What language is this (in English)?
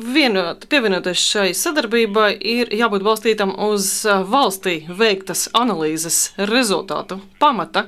Latvian